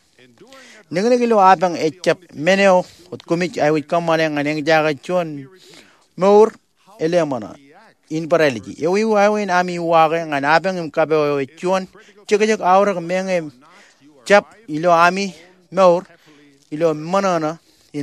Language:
Marshallese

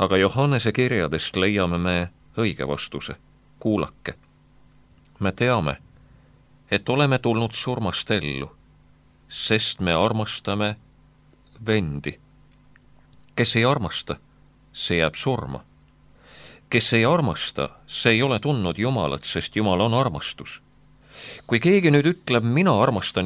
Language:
Estonian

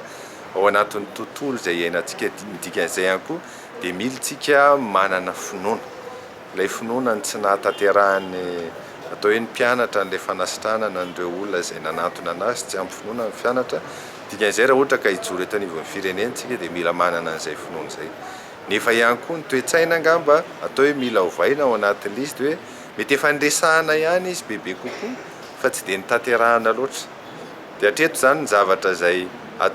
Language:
Malagasy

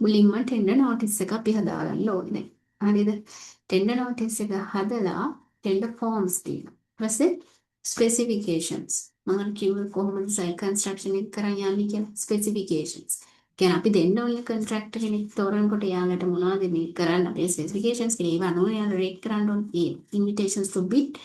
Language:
Sinhala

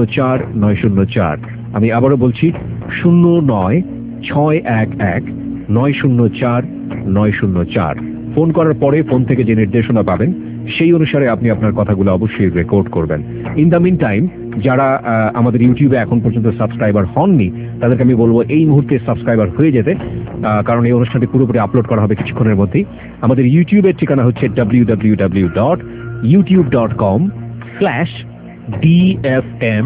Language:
Bangla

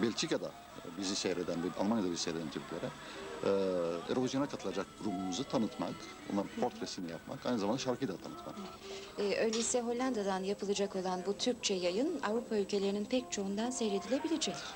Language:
Turkish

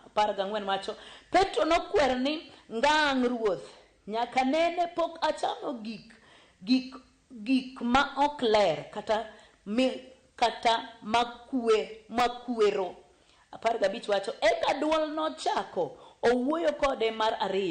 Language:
Luo (Kenya and Tanzania)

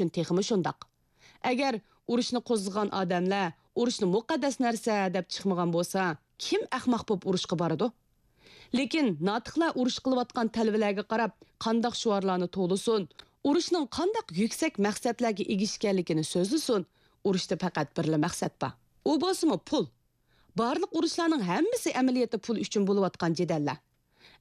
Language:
Uyghur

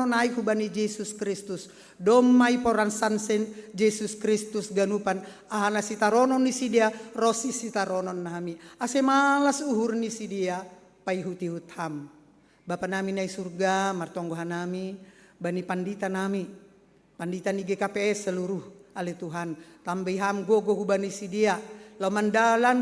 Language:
Batak Simalungun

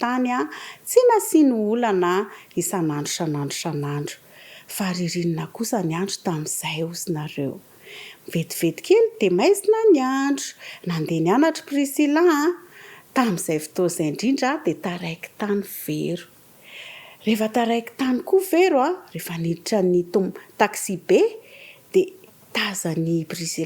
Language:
Malagasy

